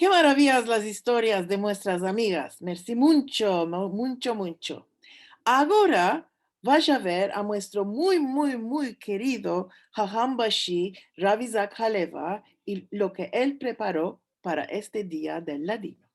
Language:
Ladino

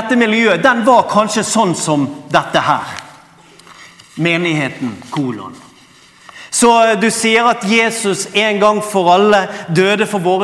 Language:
Norwegian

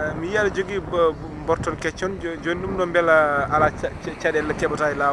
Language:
Fula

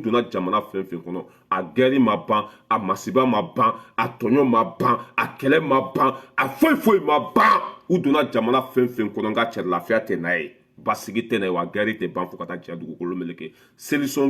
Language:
Bambara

